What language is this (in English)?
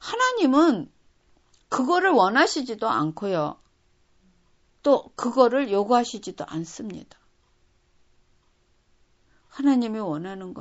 Korean